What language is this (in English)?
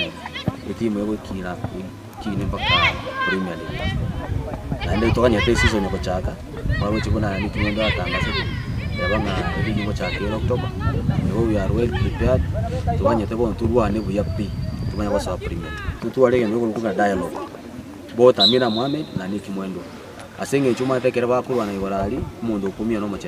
Gusii